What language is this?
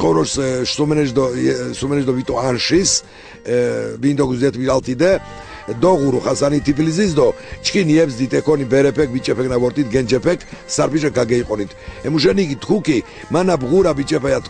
Laz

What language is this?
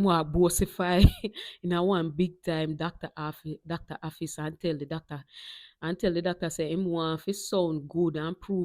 Jamaican Creole English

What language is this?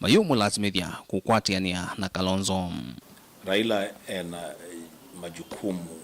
Kamba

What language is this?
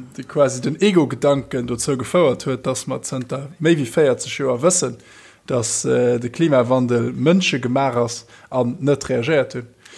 Luxembourgish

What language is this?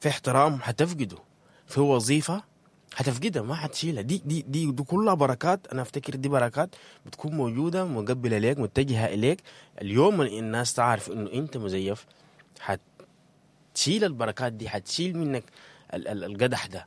Sudanese Arabic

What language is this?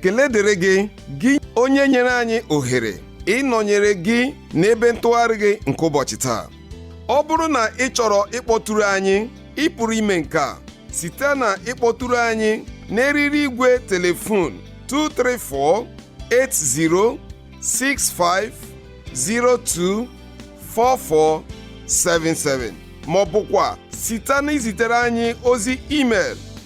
Igbo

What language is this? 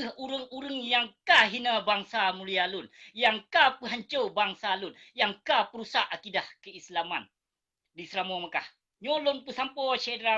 Achinese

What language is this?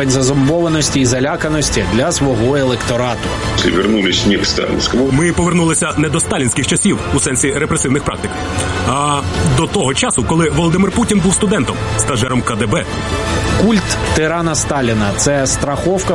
Ukrainian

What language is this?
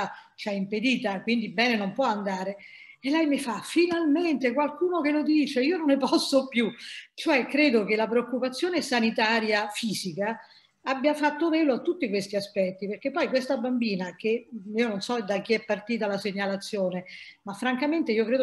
Italian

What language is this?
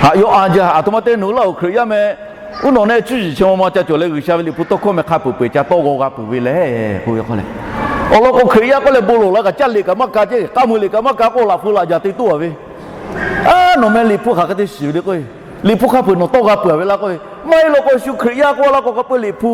Lahu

